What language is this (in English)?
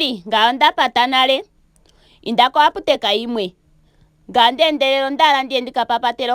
Ndonga